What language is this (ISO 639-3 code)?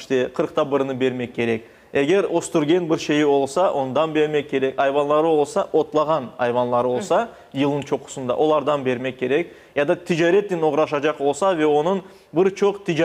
crh